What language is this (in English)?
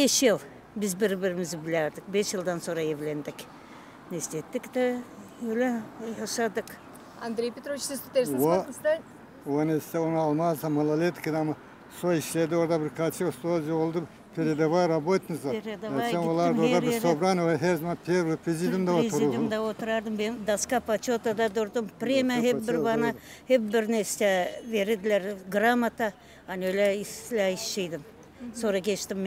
Gagauz